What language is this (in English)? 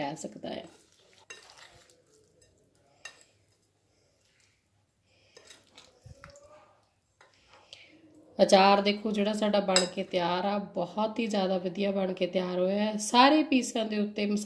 Punjabi